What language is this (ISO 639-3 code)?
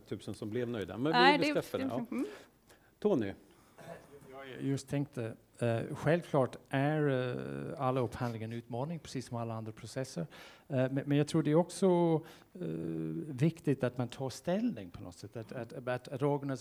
swe